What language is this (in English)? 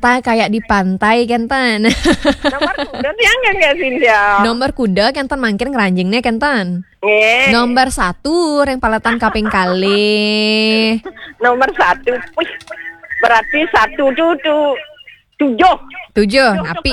Balinese